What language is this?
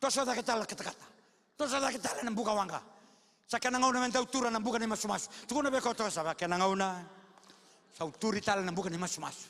Fijian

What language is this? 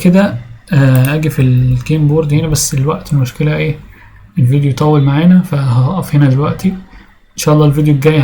Egyptian Arabic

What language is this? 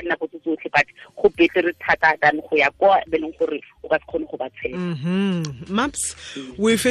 Tswana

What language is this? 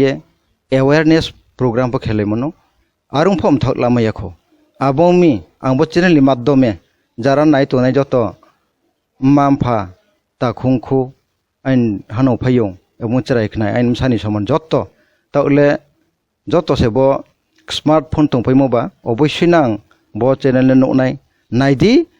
Kok Borok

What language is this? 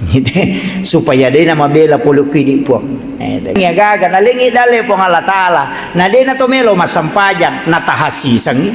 Buginese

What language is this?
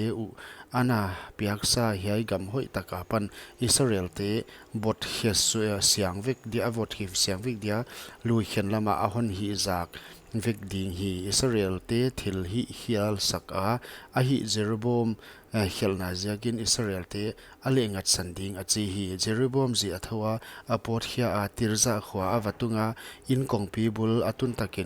Paite Chin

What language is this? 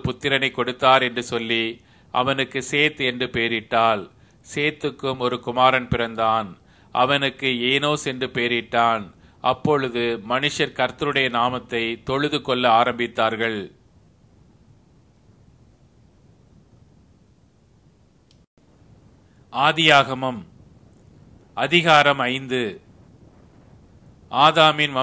Tamil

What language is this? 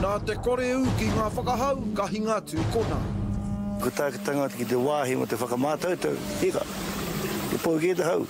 Māori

